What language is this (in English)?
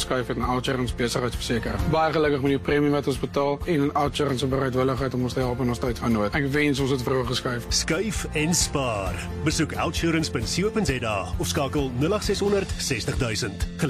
Afrikaans